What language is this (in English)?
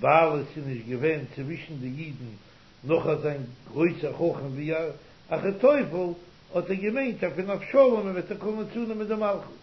Yiddish